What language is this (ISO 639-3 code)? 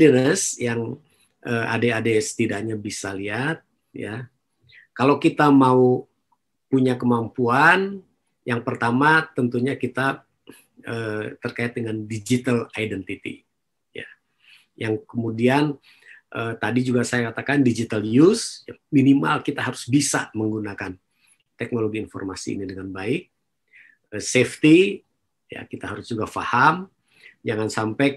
ind